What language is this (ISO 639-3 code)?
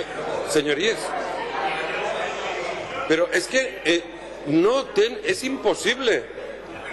cat